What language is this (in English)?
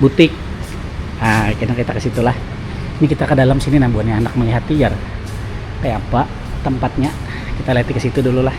Banjar